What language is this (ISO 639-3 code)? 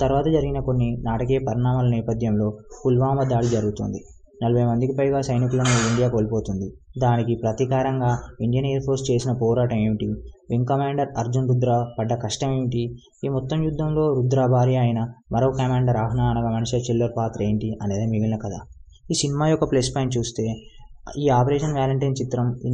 tel